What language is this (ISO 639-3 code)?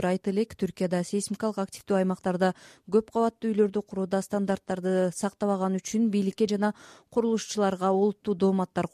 kir